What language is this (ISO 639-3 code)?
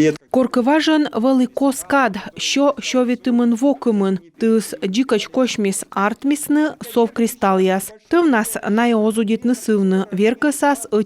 kom